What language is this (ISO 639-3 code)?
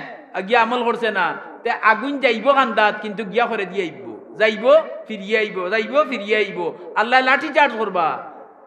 syl